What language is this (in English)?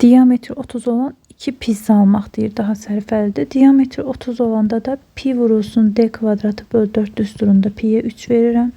Azerbaijani